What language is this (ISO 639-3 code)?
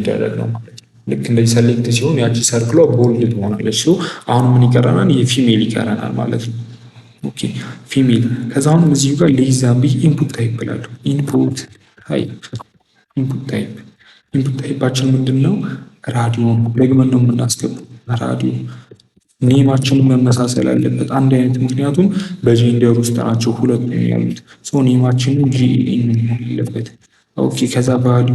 amh